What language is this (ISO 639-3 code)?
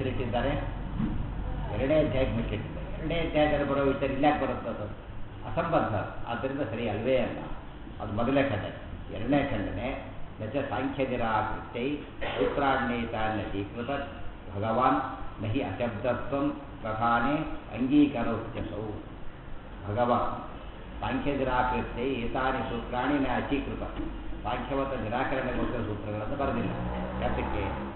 kan